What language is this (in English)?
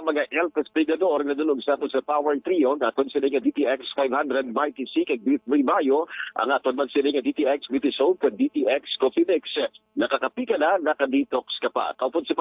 Hiligaynon